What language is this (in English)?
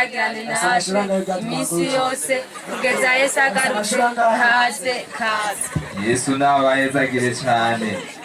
Rundi